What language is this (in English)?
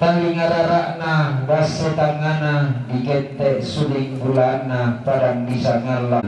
Toraja-Sa'dan